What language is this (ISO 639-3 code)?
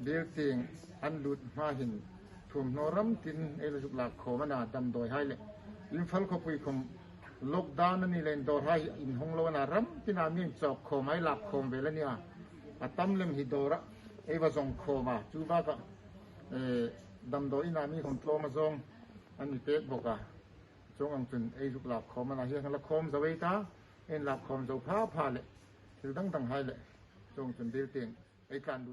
hmr